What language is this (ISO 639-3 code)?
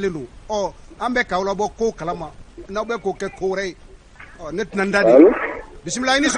bam